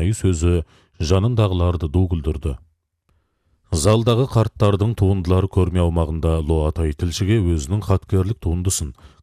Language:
Kazakh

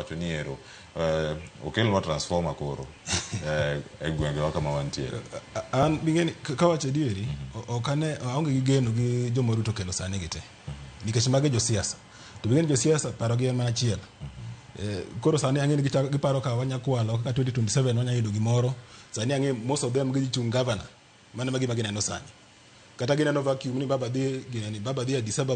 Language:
Luo (Kenya and Tanzania)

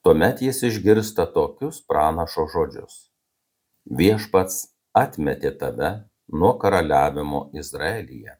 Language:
Lithuanian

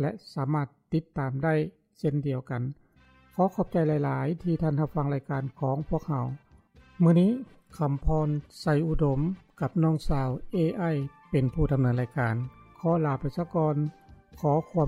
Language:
Lao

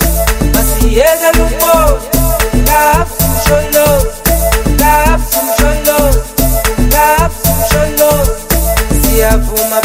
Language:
Zulu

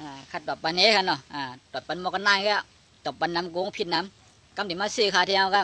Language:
Shan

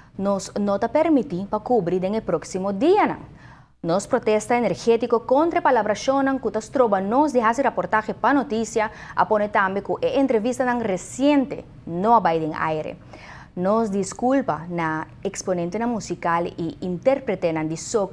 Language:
Papiamento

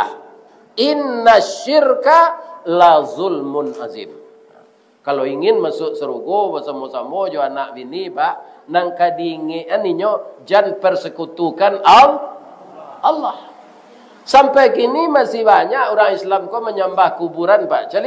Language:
Minangkabau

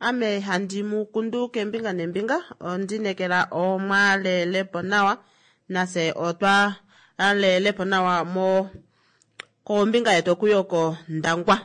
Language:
Kuanyama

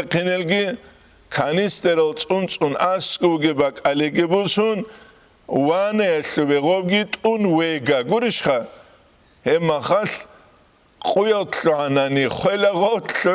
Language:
Avaric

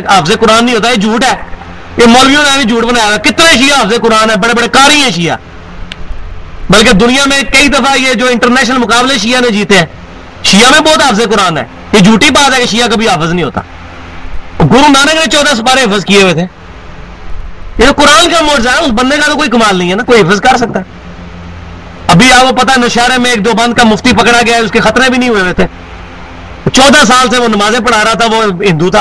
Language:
Urdu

